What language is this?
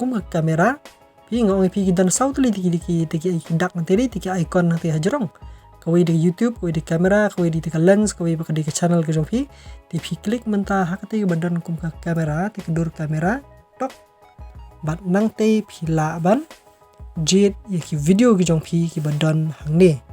Khasi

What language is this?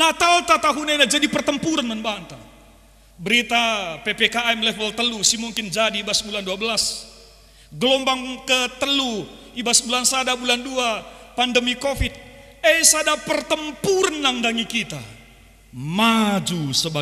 Batak Karo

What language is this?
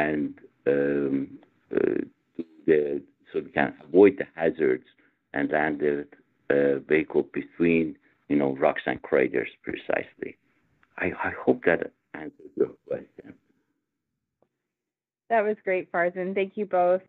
English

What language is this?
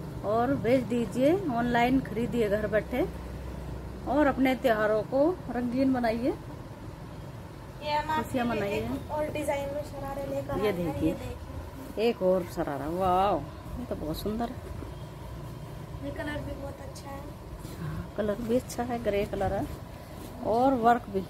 Hindi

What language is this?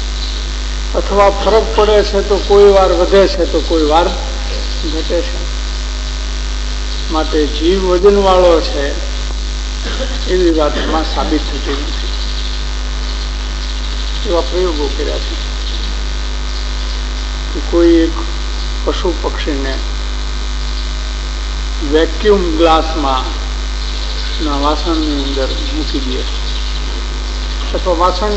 Gujarati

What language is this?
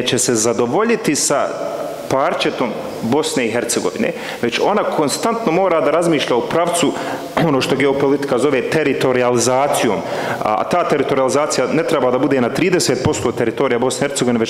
Bosnian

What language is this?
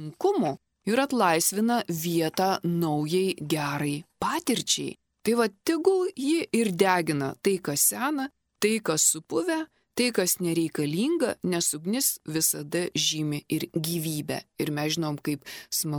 Lithuanian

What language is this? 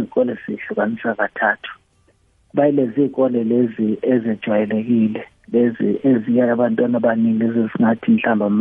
South Ndebele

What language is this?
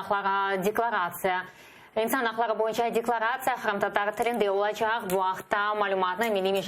Crimean Tatar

